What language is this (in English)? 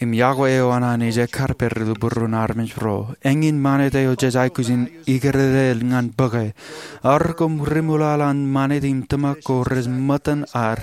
Marshallese